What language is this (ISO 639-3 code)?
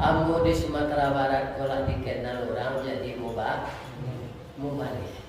min